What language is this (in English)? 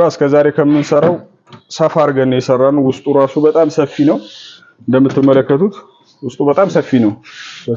Amharic